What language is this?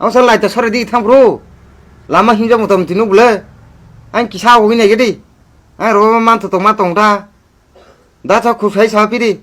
Kok Borok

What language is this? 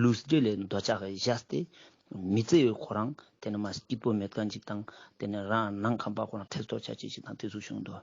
Ladakhi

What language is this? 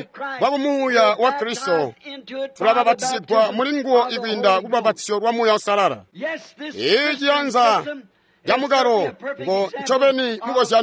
Tonga (Zambia)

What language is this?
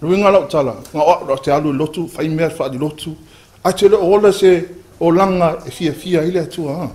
Samoan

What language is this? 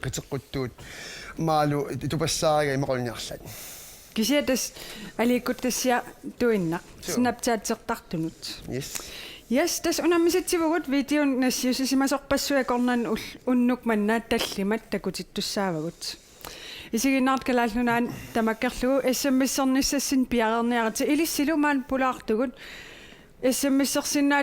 Kalaallisut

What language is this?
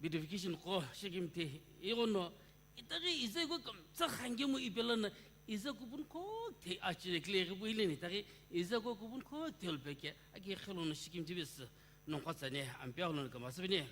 Sumi Naga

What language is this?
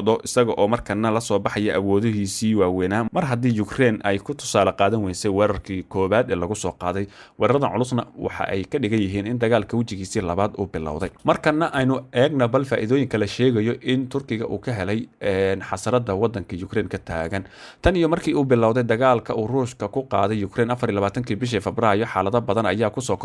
Somali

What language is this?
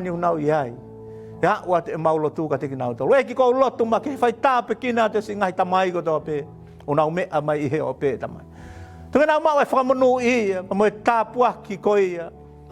Tongan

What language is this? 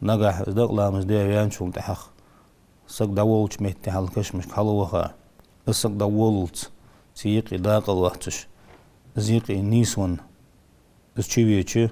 Ingush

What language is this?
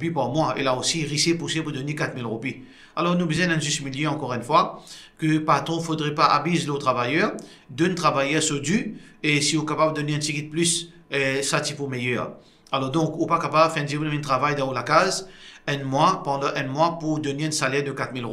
Morisyen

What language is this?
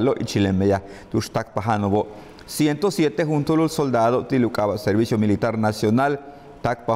Yucateco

